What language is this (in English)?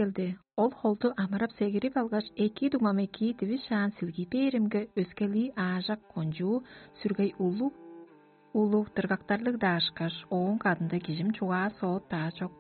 Tuvinian